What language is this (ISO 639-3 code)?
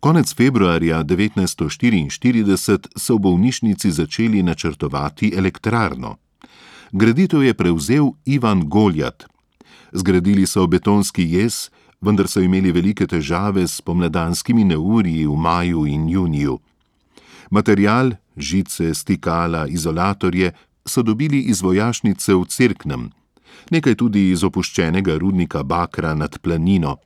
slv